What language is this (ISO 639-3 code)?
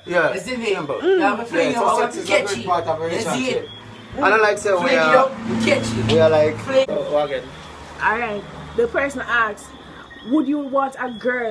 jam